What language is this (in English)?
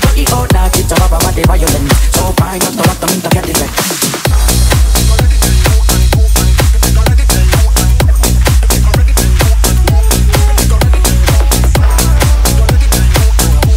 Hungarian